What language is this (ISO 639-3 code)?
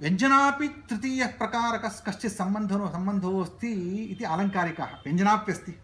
san